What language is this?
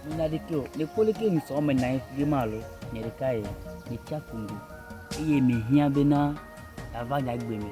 Ewe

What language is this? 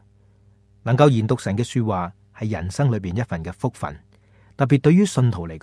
Cantonese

